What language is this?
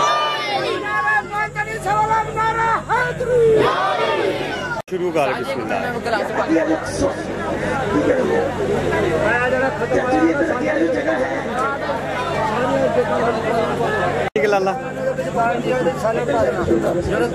Hindi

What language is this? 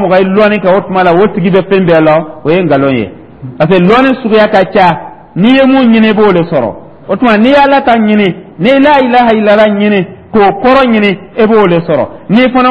Dyula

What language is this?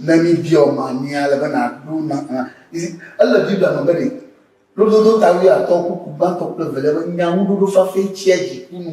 Ewe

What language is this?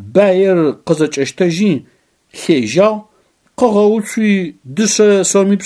Adyghe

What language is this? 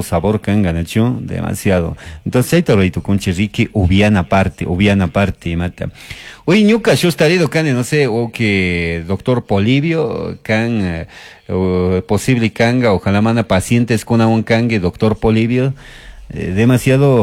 Chimborazo Highland Quichua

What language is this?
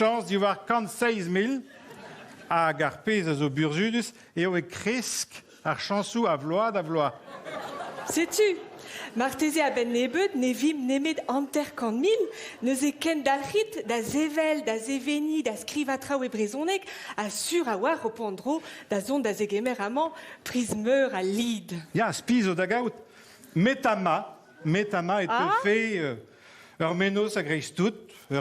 Breton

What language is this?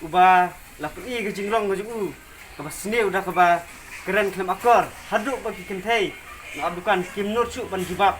Khasi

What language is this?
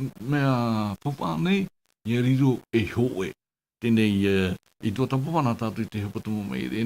Tahitian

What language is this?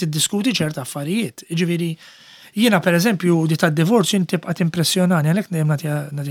Maltese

